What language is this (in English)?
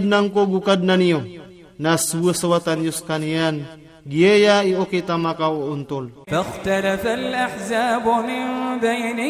Maranao